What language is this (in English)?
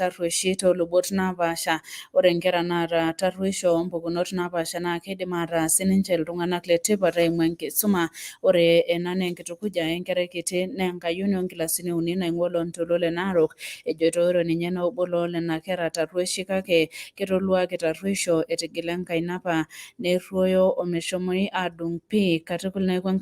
Masai